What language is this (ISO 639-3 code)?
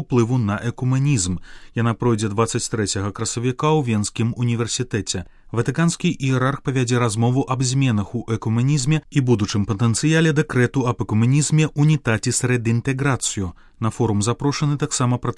bel